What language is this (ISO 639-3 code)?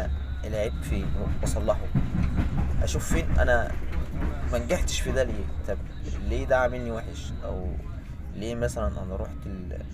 arz